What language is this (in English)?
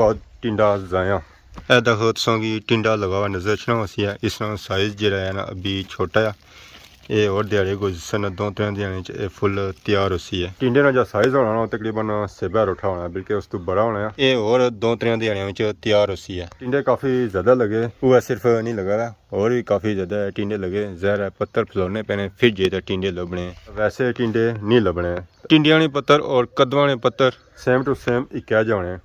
Pahari-Potwari